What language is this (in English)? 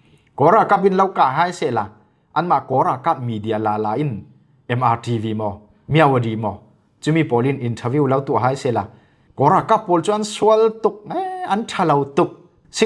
Falam Chin